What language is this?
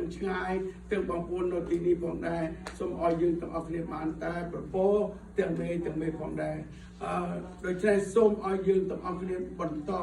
Khmer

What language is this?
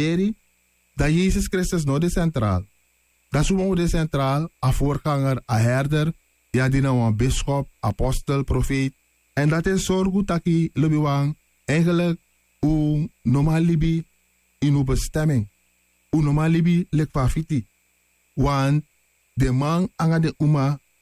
Sranan Tongo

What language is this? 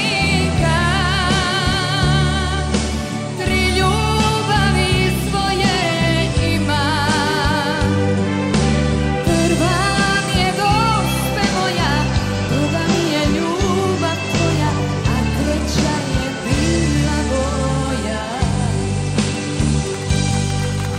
Serbian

